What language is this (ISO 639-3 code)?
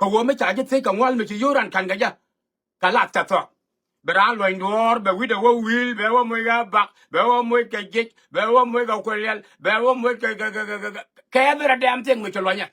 nus